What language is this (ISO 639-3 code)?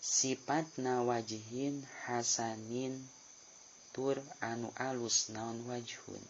sun